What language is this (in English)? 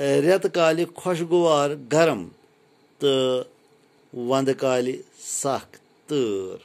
Kashmiri